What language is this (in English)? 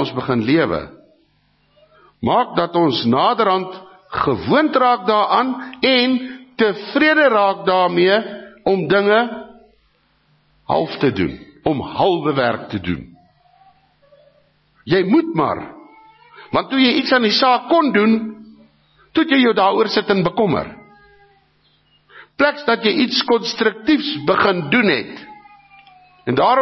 Afrikaans